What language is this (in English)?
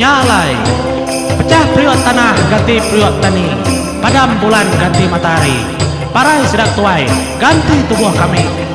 Iban